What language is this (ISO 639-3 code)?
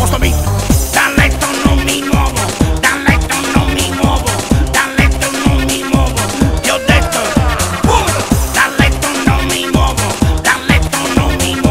ita